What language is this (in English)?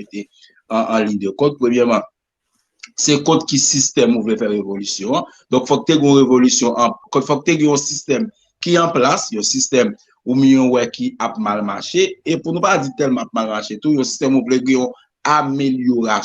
Haitian Creole